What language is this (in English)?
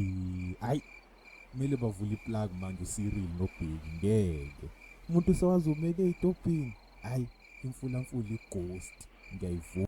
Zulu